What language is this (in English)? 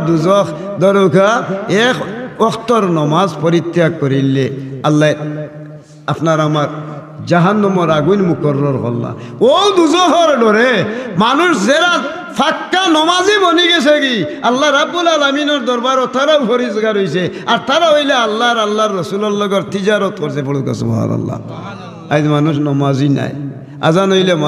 Sylheti